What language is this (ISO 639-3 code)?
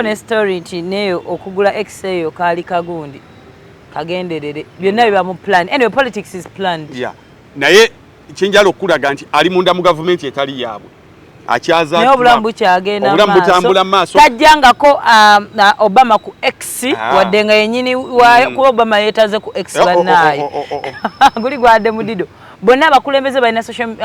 lug